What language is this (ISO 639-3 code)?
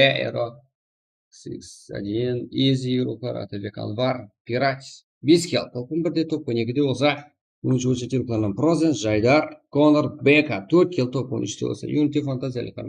kaa